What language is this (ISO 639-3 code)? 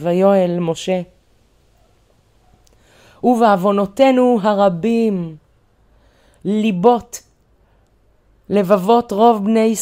heb